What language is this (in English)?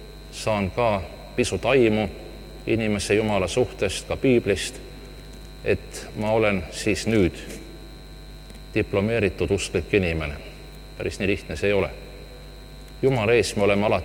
Estonian